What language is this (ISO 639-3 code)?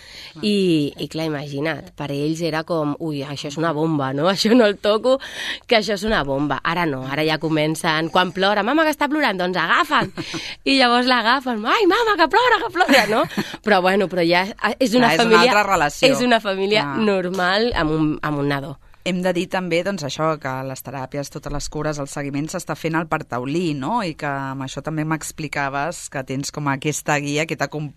cat